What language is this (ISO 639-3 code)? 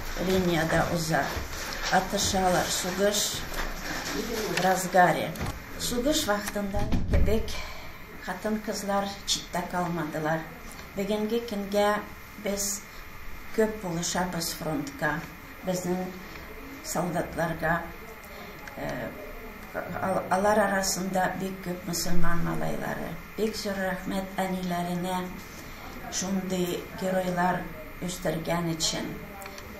tat